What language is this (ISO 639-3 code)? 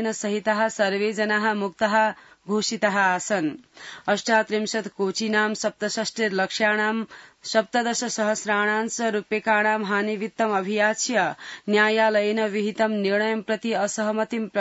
san